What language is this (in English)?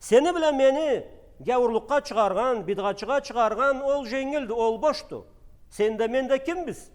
Karachay-Balkar